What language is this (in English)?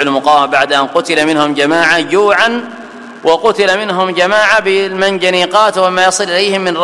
Arabic